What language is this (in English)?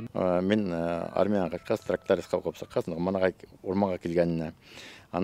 Bashkir